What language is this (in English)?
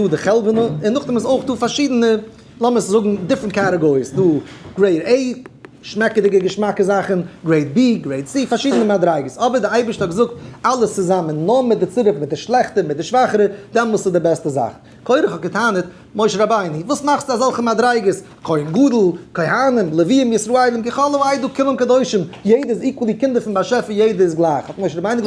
Yiddish